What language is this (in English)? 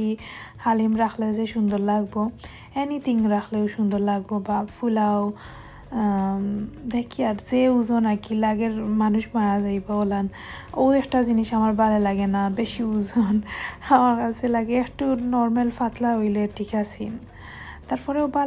Sylheti